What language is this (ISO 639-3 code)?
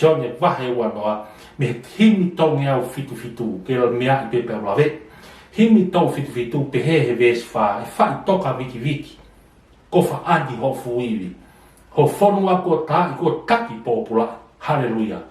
ton